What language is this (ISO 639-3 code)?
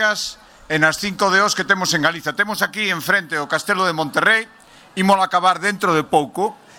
glg